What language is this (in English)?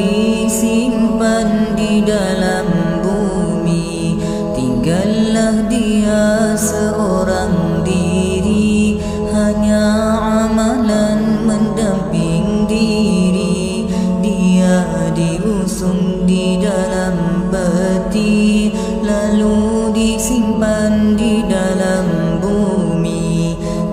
Malay